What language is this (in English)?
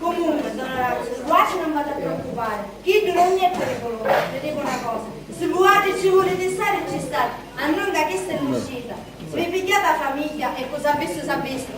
Sicilian